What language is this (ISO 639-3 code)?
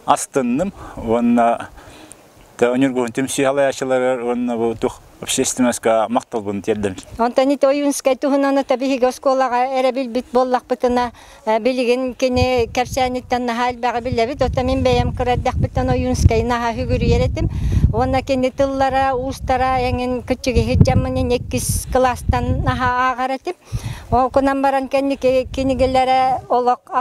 sah